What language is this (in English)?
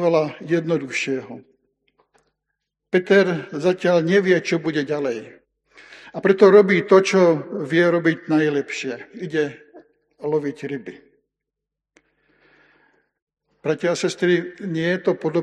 Slovak